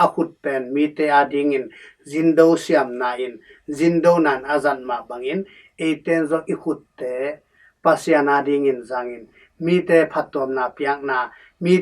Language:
Tedim Chin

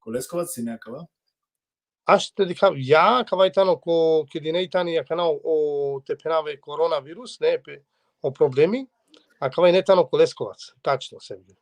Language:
Balkan Romani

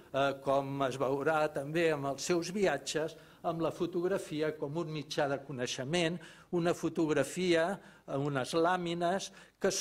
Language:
Catalan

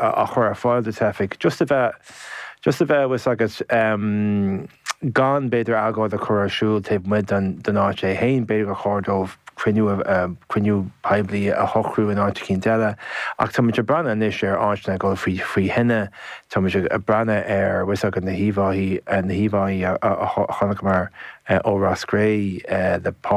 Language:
Irish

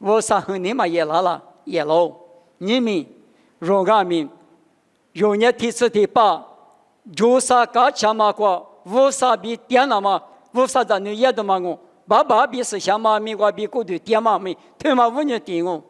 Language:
Lisu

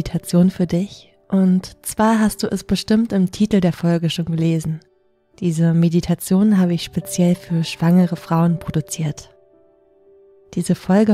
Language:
German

